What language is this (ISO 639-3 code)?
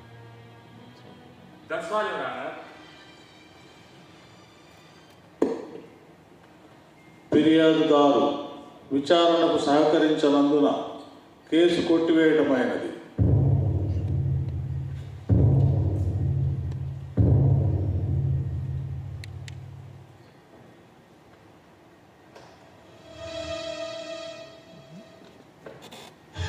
tel